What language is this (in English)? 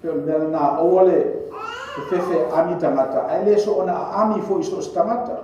Samoan